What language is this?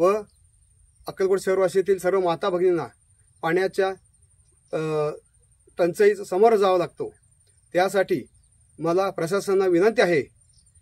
Marathi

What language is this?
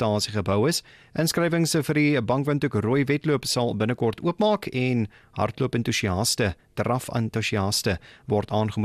Afrikaans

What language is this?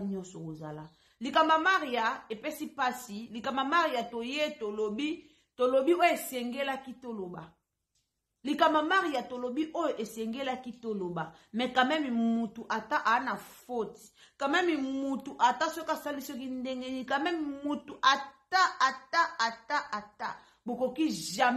Lingala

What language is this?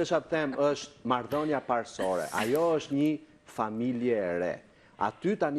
Albanian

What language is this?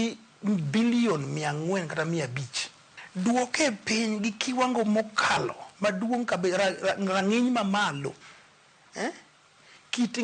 Luo (Kenya and Tanzania)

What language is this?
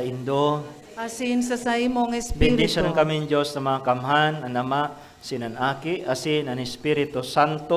Bikol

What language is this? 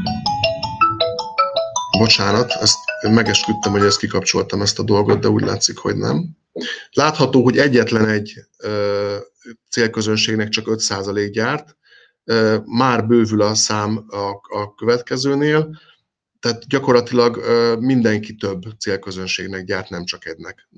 Hungarian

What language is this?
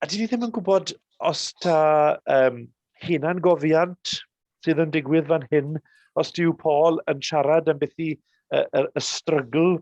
Welsh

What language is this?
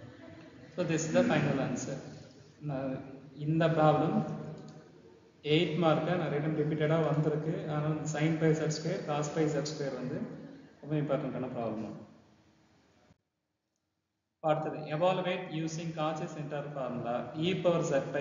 Tamil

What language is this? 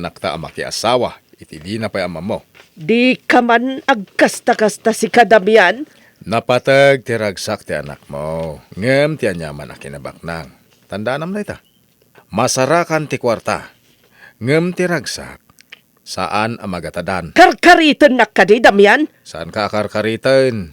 Iloko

